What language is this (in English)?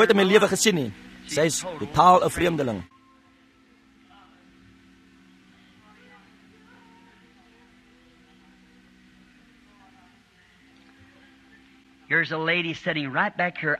Afrikaans